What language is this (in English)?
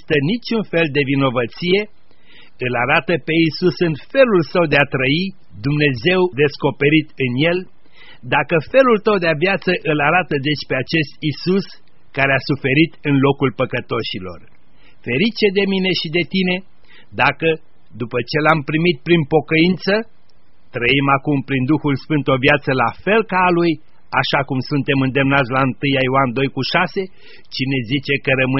Romanian